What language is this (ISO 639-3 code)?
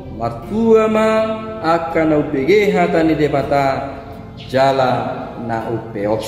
bbc